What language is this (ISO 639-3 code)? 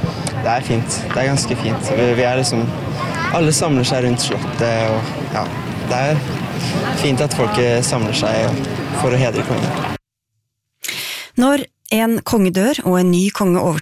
nor